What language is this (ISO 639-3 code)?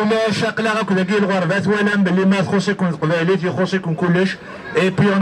kab